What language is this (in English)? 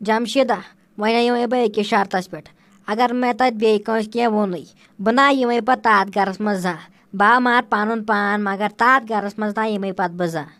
Kashmiri